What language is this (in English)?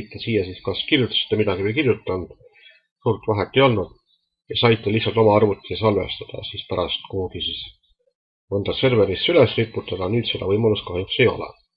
Estonian